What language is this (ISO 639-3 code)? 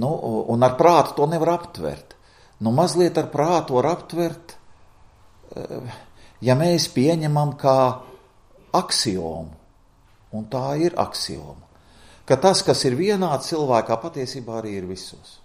lav